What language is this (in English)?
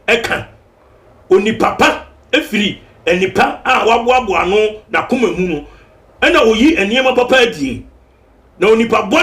Akan